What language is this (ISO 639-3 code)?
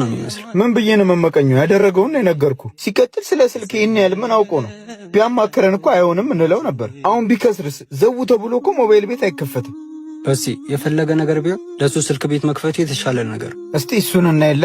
amh